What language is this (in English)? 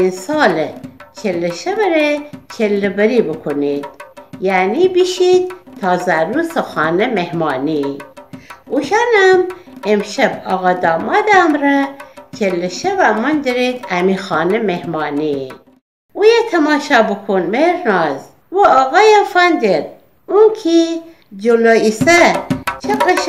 Gilaki